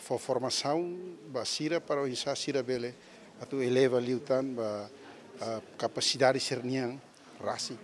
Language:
Tetum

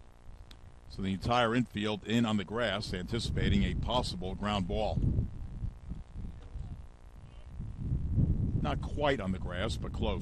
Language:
English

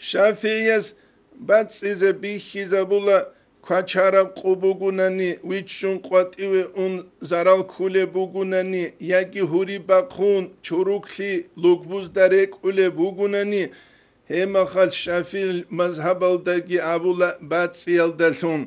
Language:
Avaric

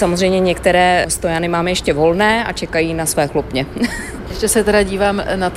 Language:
Czech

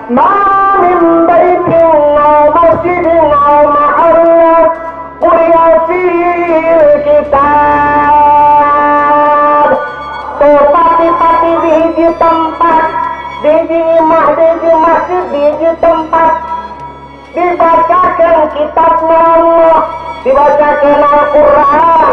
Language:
Sundanese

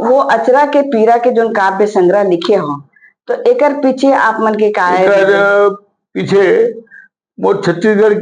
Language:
Chhattisgarhi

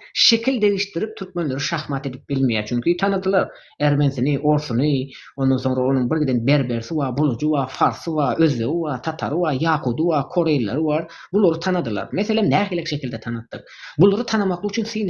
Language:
Turkmen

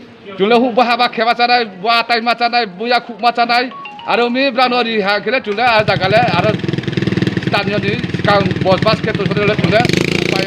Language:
Riang (India)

